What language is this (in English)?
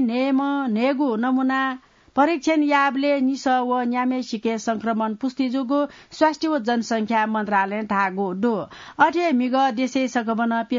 Newari